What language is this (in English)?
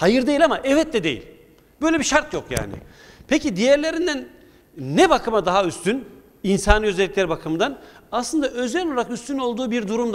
Turkish